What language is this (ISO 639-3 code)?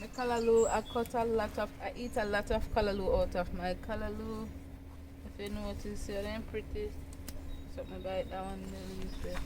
jam